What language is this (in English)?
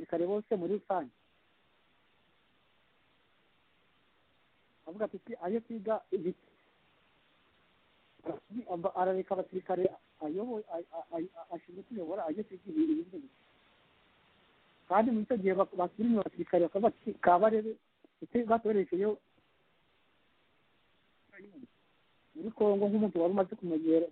Kinyarwanda